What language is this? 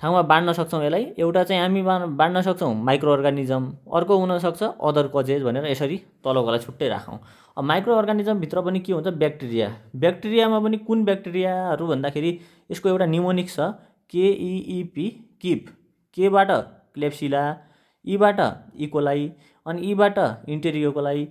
Nepali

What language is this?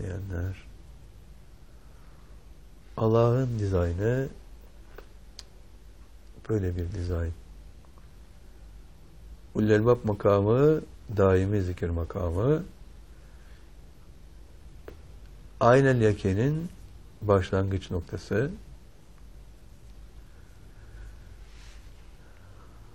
Turkish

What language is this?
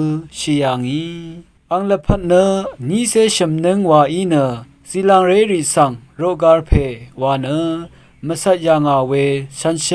Rawang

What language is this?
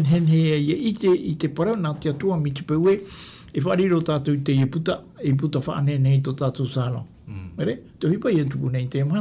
Tahitian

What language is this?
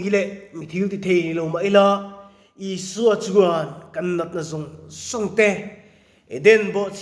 Mizo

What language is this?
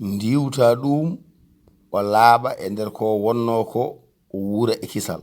Fula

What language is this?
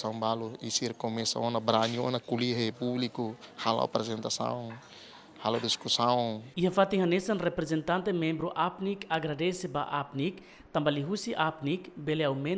Tetum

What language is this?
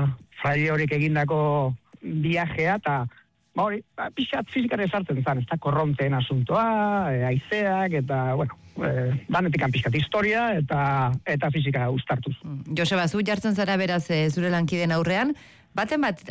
Basque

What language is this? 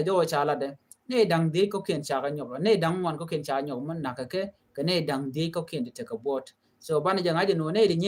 Nuer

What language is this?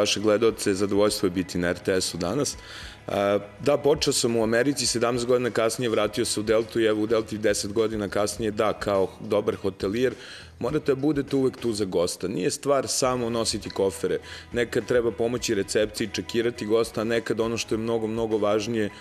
Serbian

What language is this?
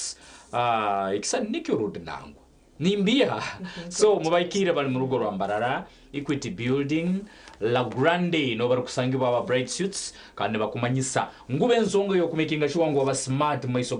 Nyankole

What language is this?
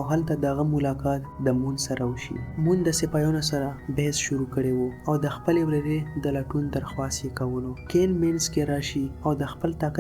Pashto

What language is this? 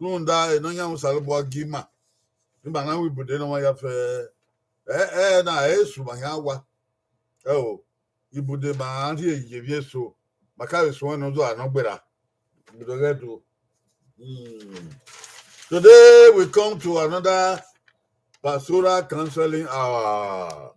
Bini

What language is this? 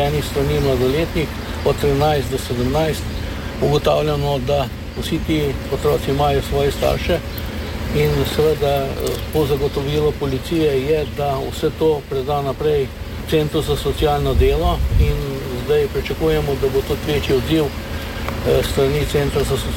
Slovenian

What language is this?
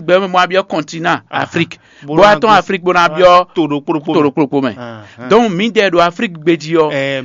Fon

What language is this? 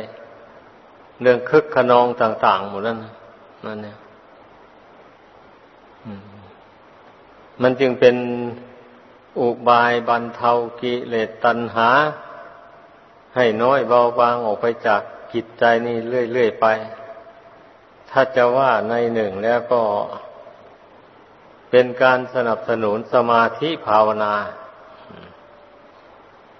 Thai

